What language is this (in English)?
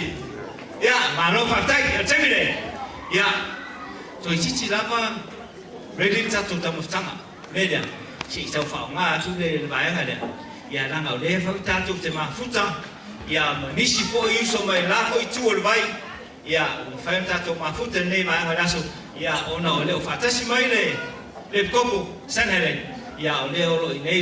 Samoan